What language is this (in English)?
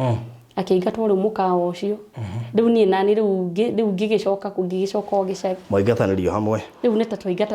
Kikuyu